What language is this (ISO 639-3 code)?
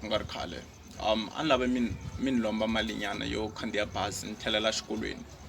tso